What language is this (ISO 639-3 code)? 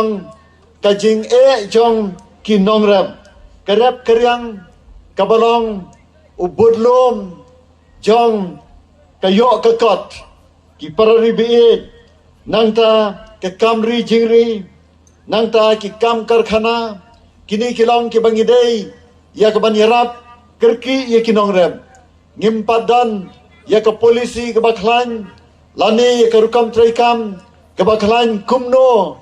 kha